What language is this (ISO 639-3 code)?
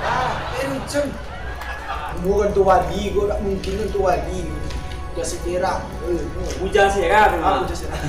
min